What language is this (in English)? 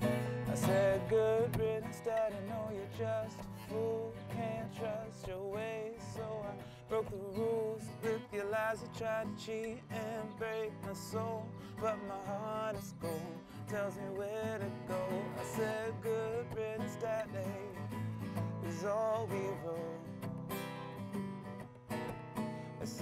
English